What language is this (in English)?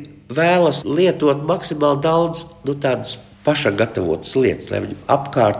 Latvian